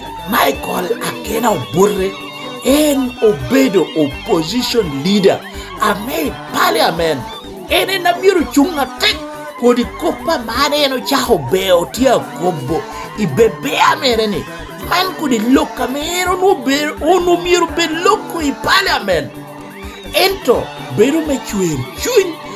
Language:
Lango (Uganda)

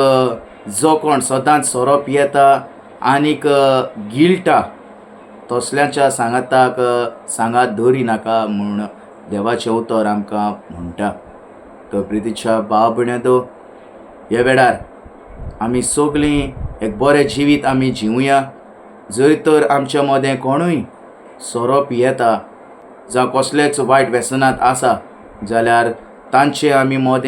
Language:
Konkani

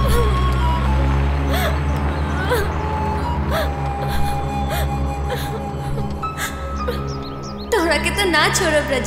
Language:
Bhojpuri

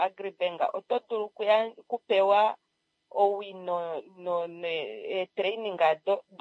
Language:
Kuanyama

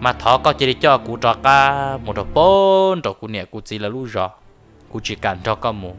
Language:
Hmong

